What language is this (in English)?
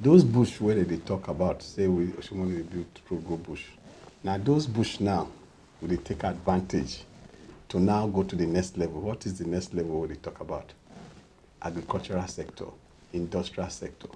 Nigerian Pidgin